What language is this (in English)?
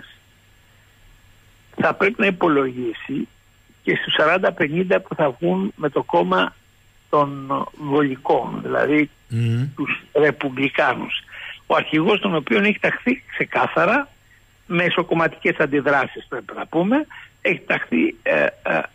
Greek